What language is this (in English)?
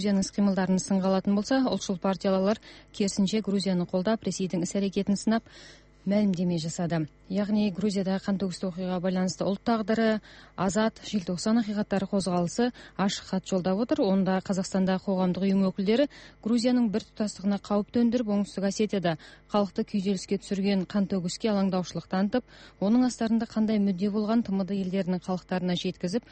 Kazakh